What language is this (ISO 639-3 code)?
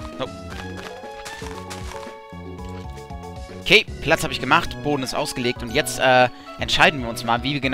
deu